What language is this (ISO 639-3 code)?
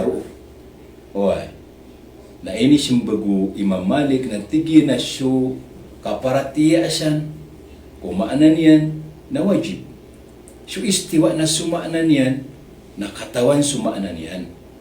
mrw